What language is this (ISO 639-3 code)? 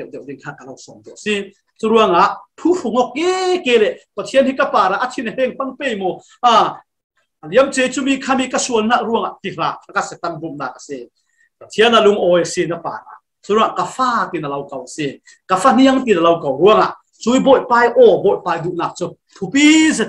cfm